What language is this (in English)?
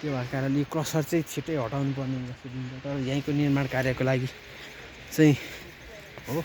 Nepali